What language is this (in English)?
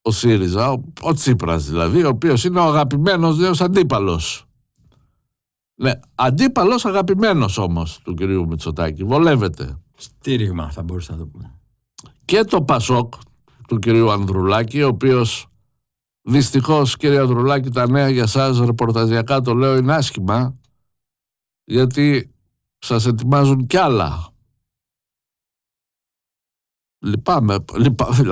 Greek